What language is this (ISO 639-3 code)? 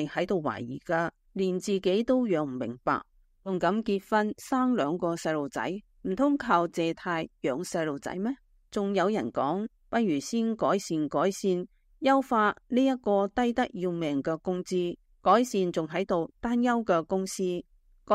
yue